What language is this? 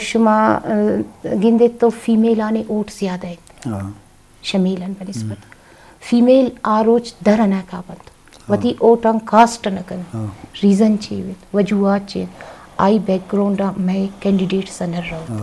Eastern Balochi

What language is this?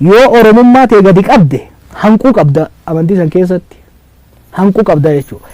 Oromo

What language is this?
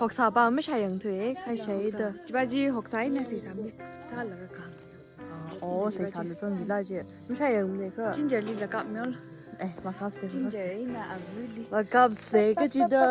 Tangkhul Naga (India)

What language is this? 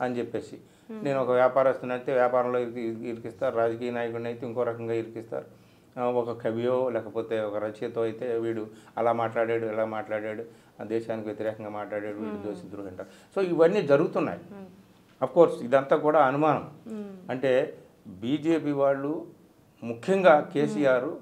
Telugu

